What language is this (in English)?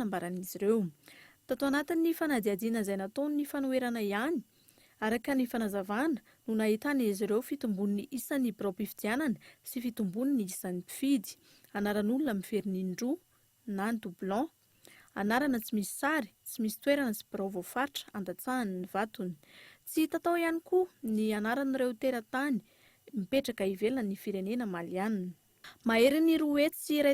Malagasy